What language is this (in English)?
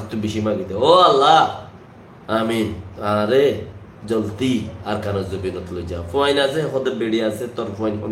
Rohingya